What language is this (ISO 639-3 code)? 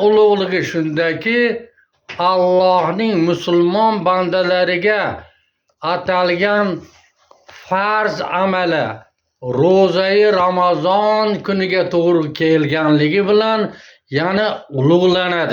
uzb